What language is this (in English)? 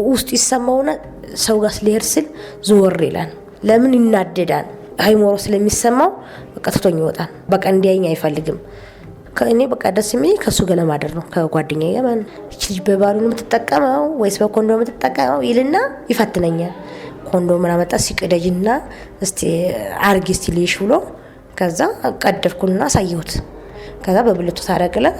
Amharic